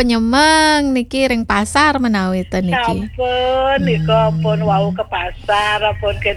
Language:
Balinese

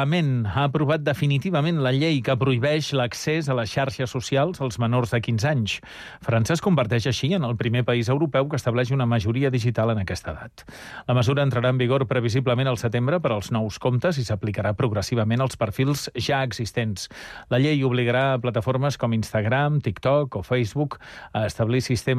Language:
Catalan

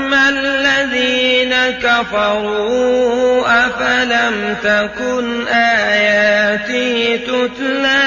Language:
Sundanese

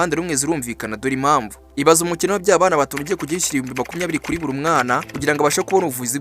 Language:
Kinyarwanda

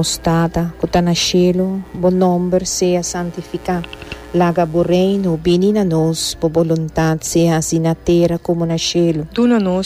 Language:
Papiamento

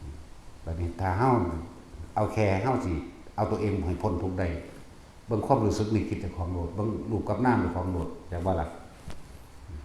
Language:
Northeastern Thai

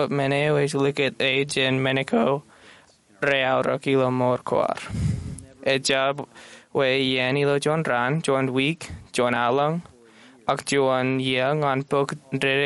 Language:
Marshallese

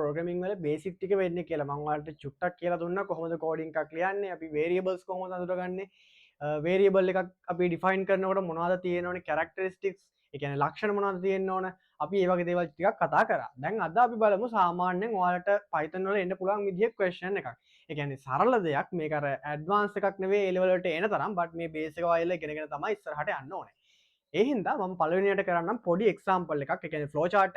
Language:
Sinhala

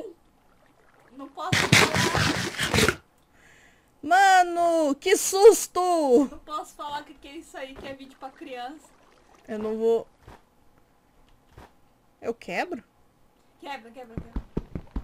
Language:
Portuguese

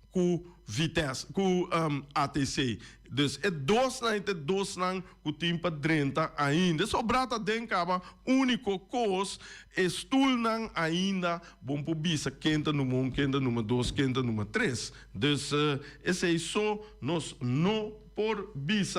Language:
Papiamento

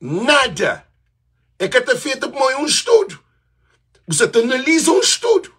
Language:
Kabuverdianu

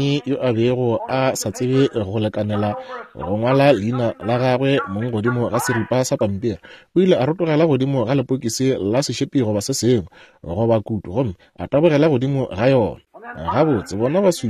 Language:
Northern Sotho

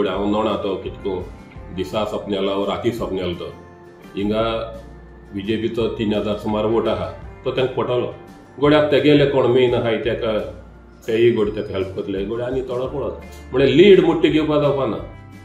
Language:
Konkani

